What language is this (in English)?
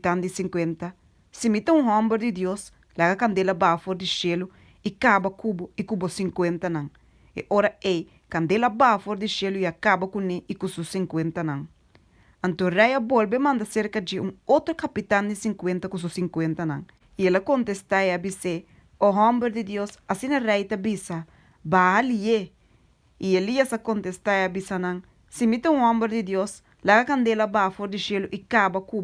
Papiamento